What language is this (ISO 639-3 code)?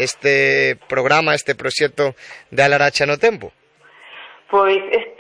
glg